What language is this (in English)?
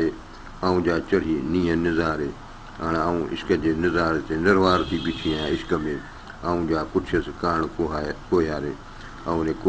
Sindhi